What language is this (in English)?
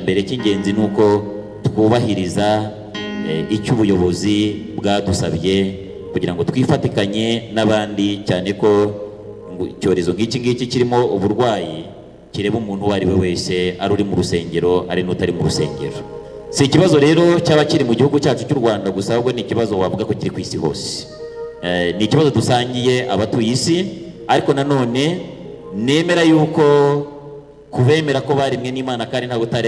Kinyarwanda